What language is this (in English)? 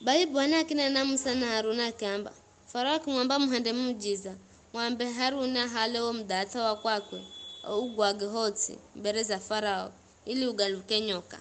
Giryama